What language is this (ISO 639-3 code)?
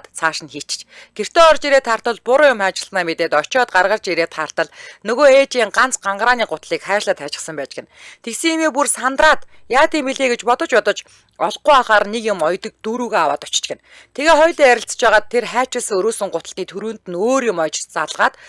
mon